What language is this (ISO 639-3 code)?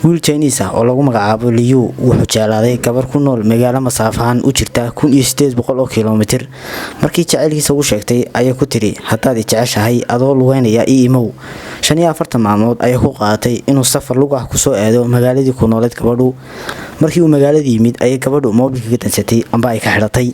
som